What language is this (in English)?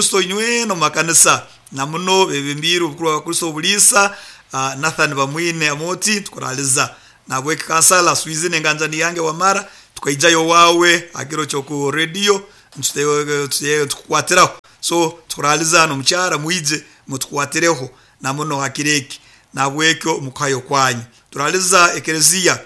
Nyoro